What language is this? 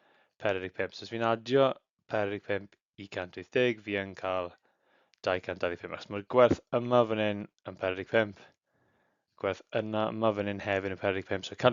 Welsh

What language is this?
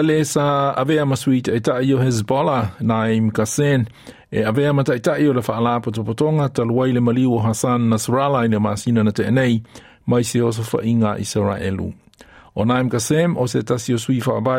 Samoan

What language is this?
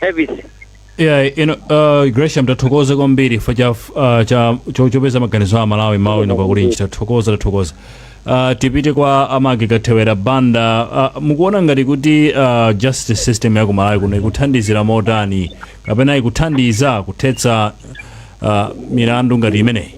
Nyanja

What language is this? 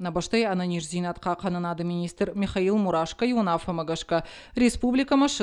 Ossetic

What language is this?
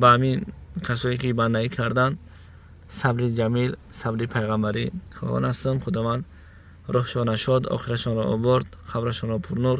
Tajik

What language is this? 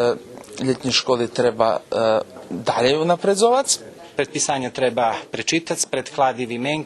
Rusyn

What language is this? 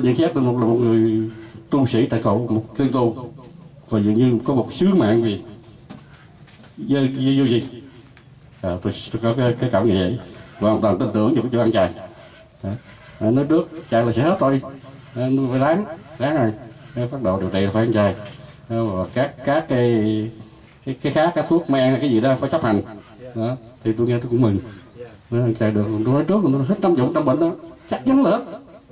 Vietnamese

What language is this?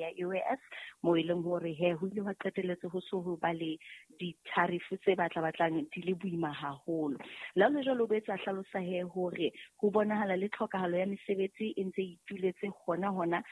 Southern Sotho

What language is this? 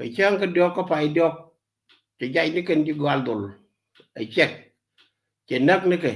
Nuer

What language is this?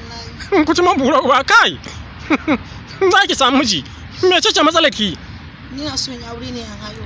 Hausa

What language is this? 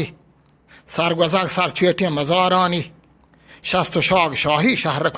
Eastern Balochi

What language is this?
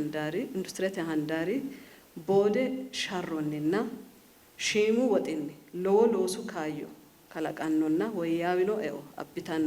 Sidamo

